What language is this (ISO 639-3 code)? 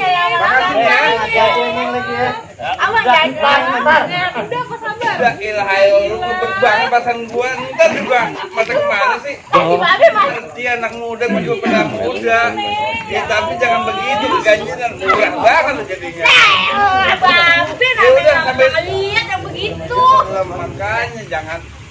bew